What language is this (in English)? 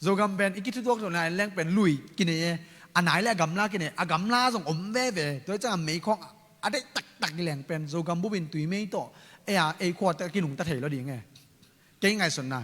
Tedim Chin